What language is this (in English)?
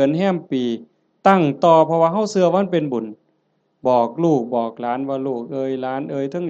Northeastern Thai